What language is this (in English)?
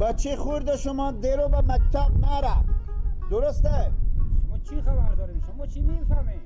Persian